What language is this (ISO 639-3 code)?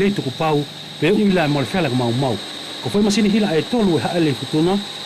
wls